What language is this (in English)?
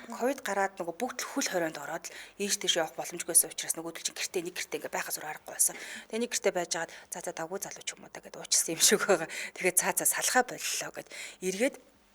Mongolian